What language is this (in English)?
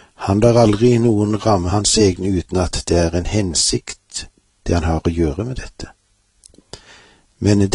Norwegian